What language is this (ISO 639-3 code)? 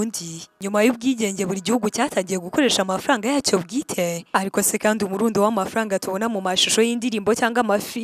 kin